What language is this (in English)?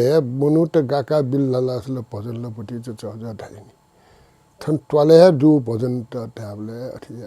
Newari